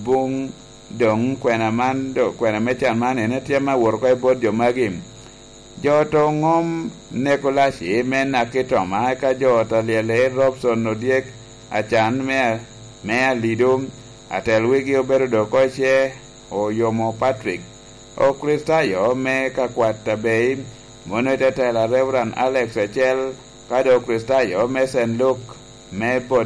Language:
Lango (Uganda)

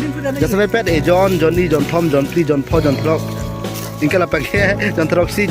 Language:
Karbi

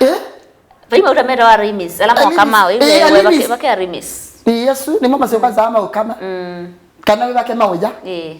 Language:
Kamba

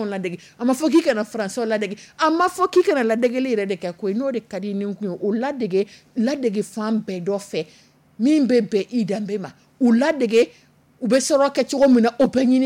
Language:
Dyula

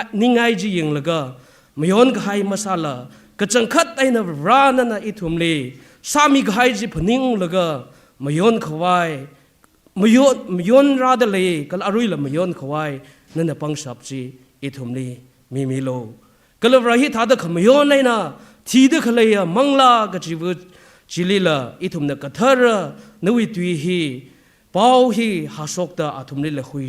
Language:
Tangkhul Naga (India)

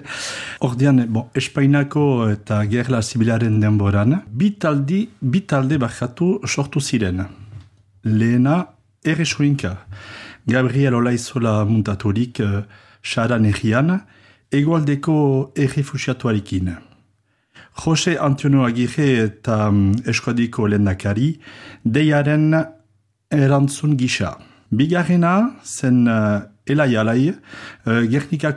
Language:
Basque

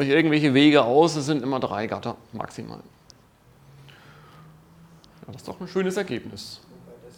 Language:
German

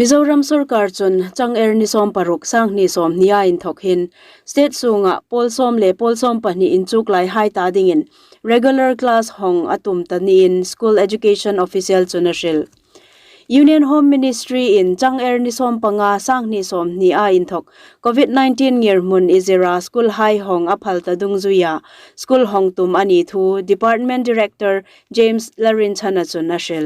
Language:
Hmar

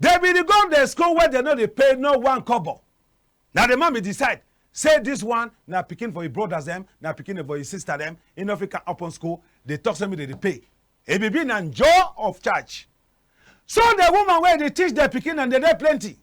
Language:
Cameroon Pidgin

